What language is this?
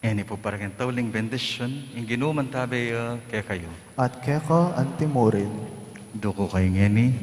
Pampanga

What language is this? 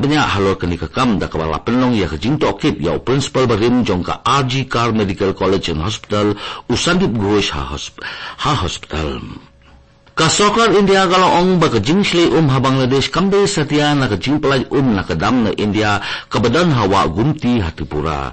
Khasi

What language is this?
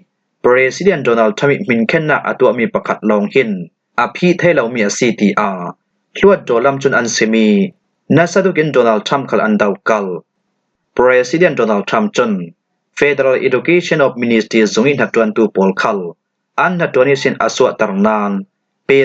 Falam Chin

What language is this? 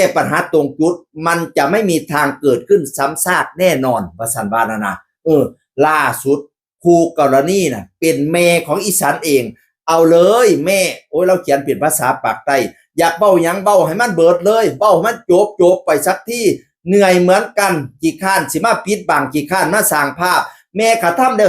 Northeastern Thai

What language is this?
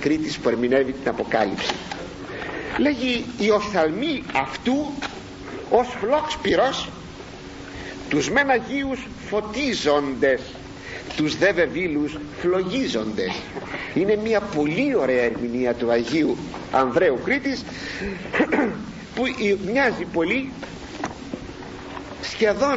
Greek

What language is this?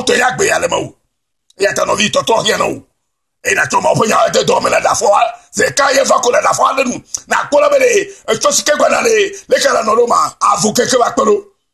Ewe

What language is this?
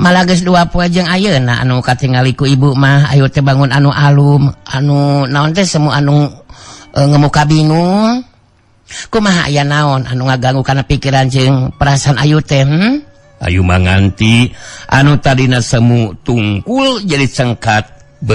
Sundanese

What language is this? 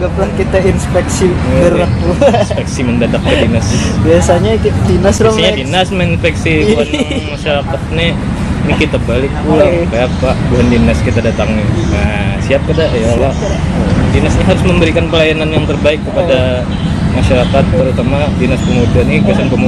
Banjar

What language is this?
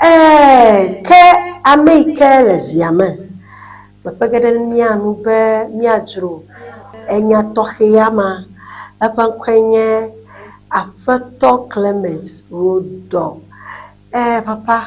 Ewe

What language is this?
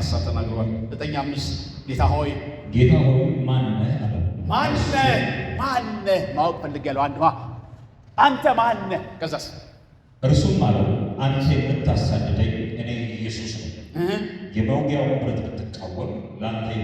Amharic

